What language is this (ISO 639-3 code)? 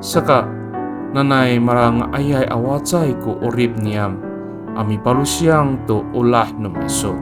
ami